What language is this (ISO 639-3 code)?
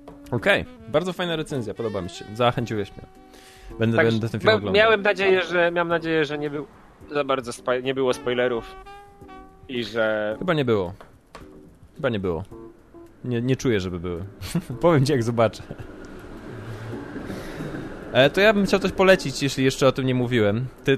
pol